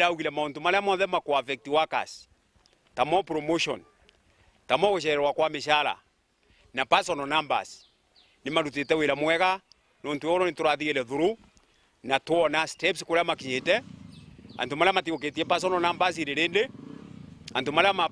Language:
Meru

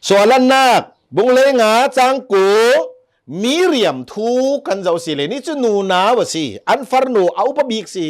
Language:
Hakha Chin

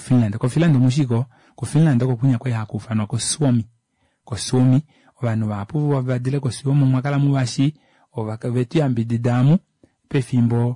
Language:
Kuanyama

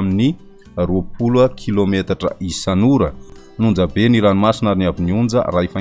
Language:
Malagasy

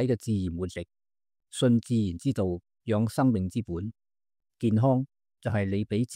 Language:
Cantonese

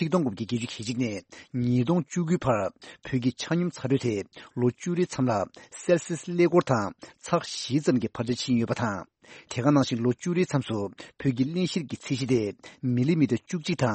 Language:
Tibetan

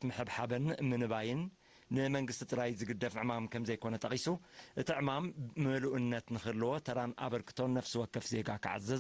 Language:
Tigrinya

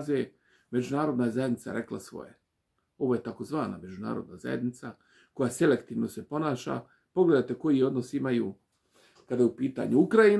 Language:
Bosnian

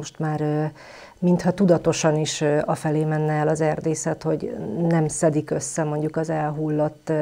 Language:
Hungarian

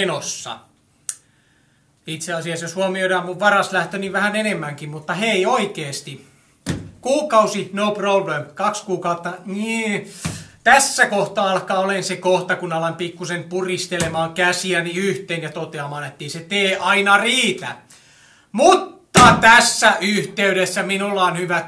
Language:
Finnish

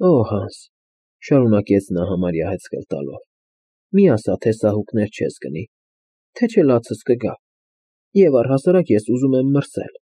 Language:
Armenian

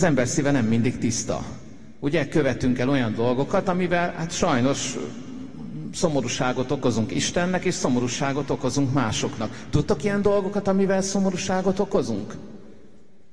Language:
Hungarian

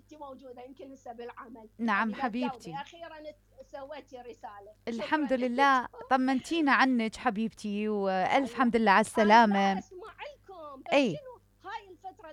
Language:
Mesopotamian Arabic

